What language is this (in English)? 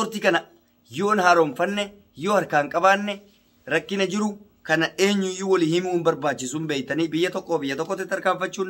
Oromo